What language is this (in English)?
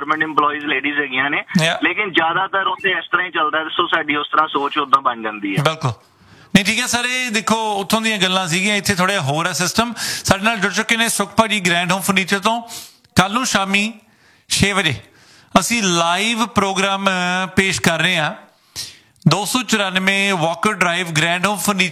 Punjabi